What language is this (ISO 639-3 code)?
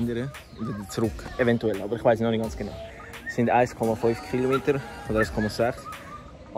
gsw